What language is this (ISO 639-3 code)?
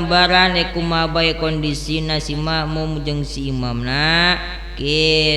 sun